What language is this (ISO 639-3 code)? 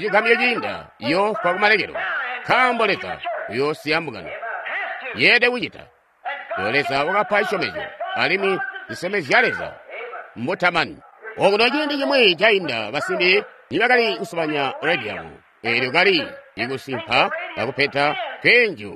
toi